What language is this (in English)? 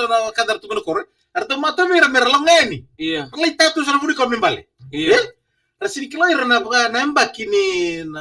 Fijian